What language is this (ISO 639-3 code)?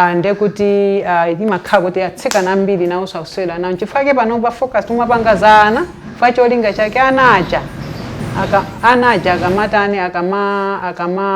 nya